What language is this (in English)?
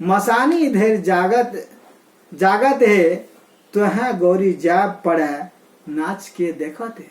Maithili